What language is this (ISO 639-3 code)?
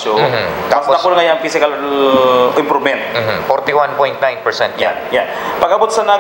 bik